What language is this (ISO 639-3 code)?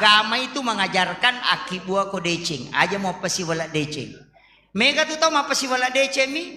bug